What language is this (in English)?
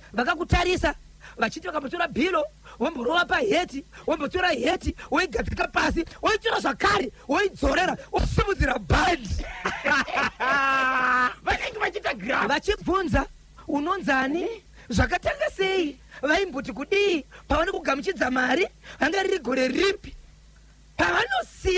Shona